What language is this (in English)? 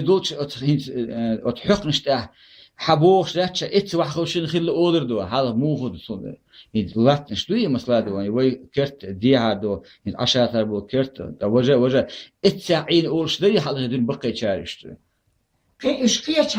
Chechen